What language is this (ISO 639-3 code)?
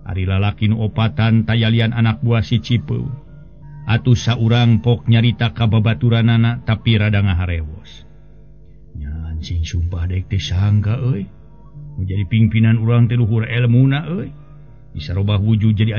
sun